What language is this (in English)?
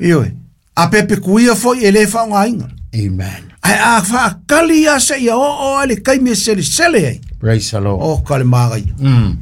Samoan